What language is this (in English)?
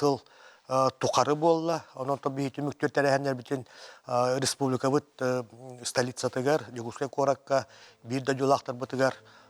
Yakut